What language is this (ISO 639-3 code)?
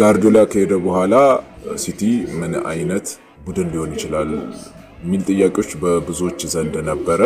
amh